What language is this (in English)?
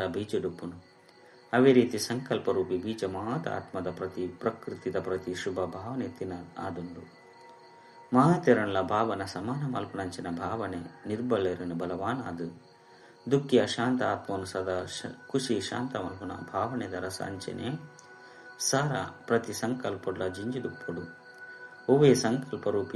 Tulu